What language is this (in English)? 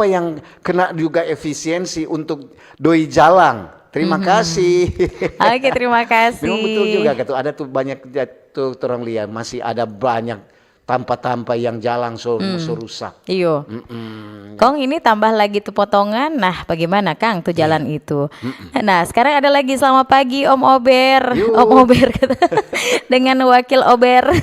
Manado Malay